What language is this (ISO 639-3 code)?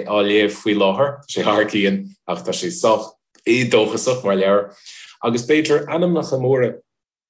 gle